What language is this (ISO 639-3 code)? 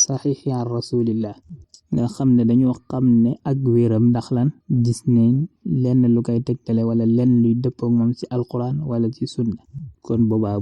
wol